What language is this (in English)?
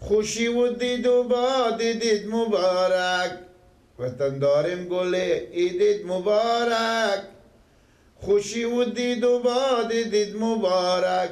Persian